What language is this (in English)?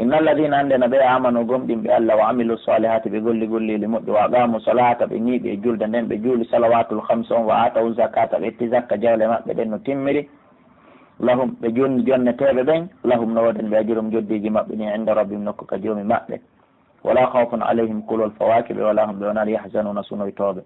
Pular